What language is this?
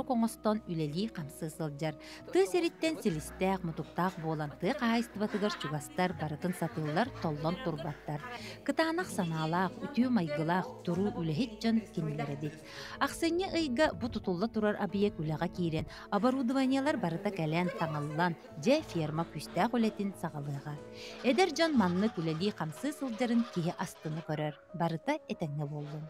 Yakut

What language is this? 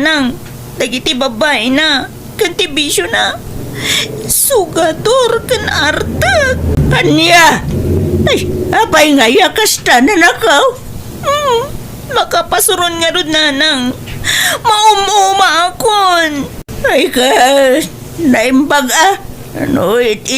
Iloko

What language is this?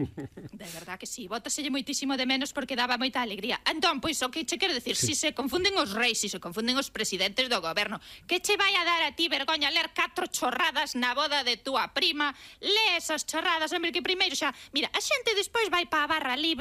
Galician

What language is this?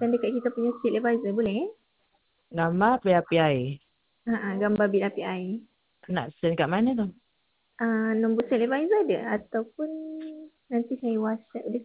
Malay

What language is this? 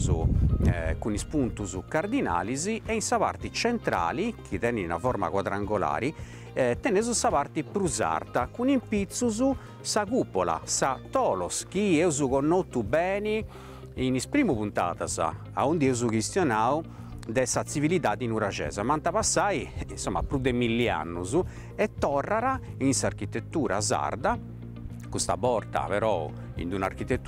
Sardinian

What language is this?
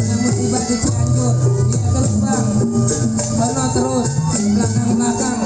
Betawi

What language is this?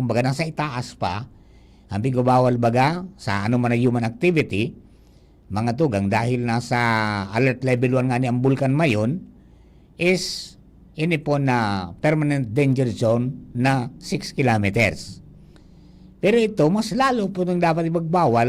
Bikol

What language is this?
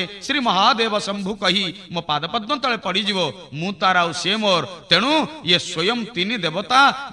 Odia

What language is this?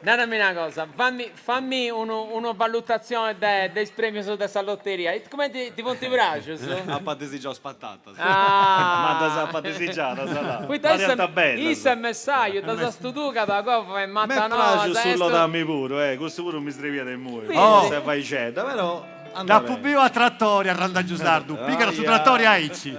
Sardinian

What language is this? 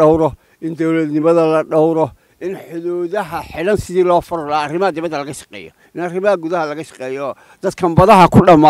Somali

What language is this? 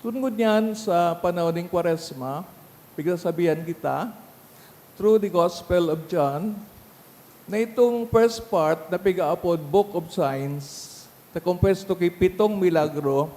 Bikol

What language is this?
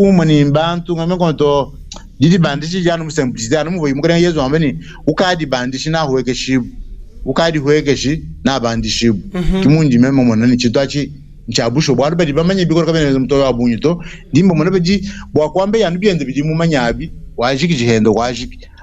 Luba-Lulua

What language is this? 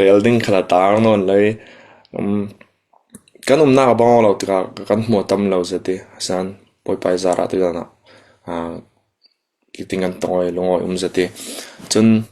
Falam Chin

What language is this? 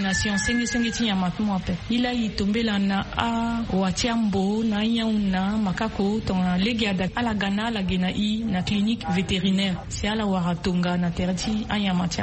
Sango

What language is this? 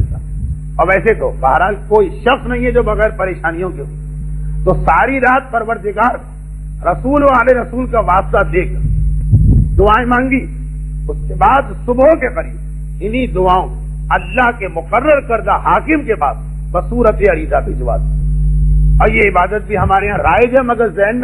Urdu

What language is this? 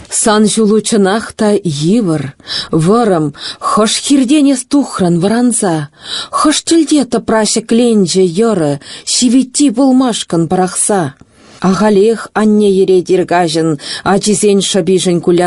Chuvash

